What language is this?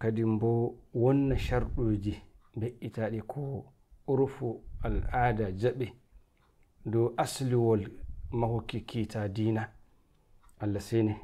Nigerian Fulfulde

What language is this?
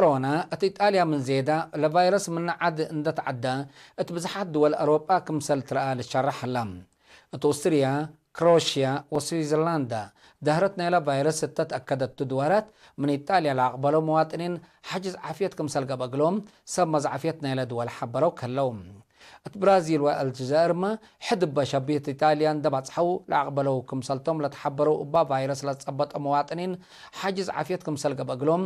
Tigre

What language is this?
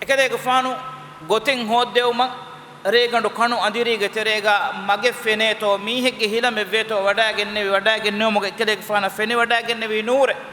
Divehi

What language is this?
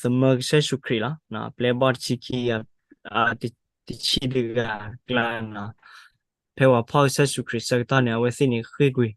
S'gaw Karen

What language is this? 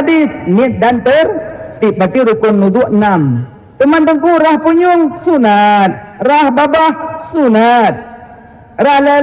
Achinese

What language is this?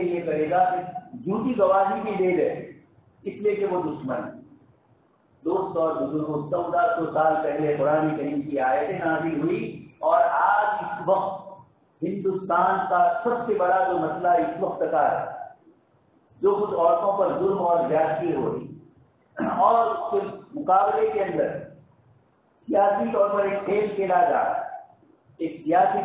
Urdu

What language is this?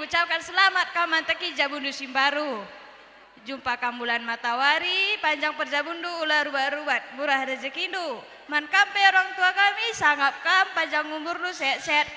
Batak Karo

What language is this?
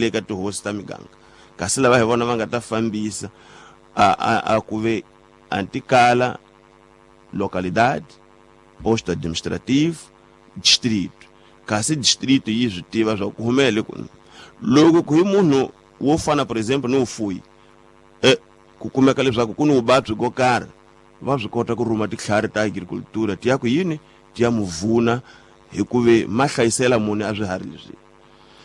Tsonga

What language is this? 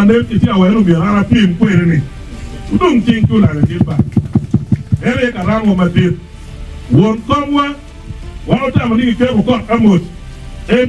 Acoli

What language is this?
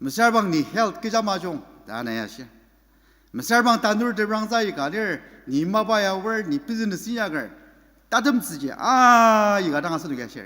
Ao Naga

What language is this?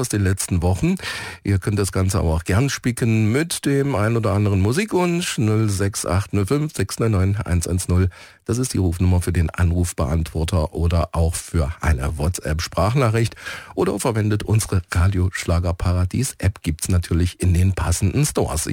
German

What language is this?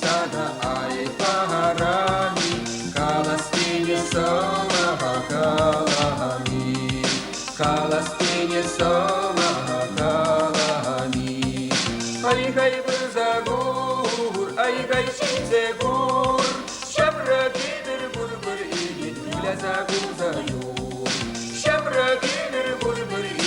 Chuvash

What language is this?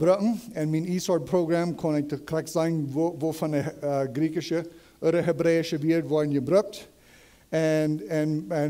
Plautdietsch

